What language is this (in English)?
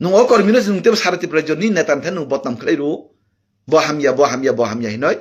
Kok Borok